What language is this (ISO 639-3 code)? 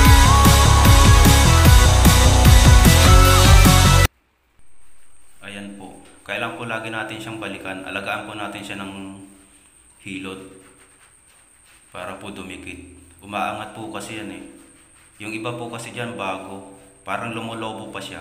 fil